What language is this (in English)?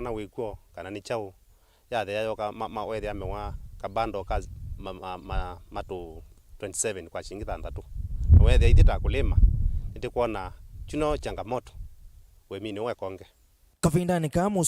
Kamba